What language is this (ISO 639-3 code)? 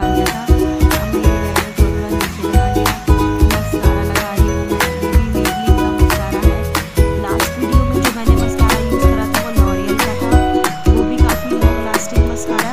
hin